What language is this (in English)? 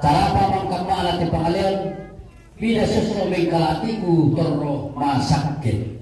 Toraja-Sa'dan